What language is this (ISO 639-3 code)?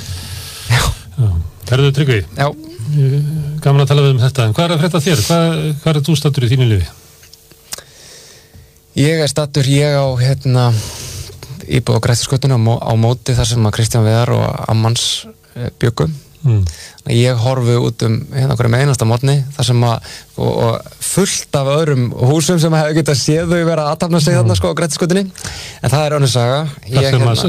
isl